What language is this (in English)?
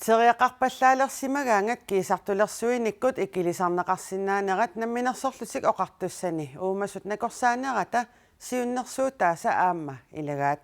Kalaallisut